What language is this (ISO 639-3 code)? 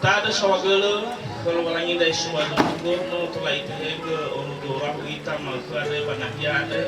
nia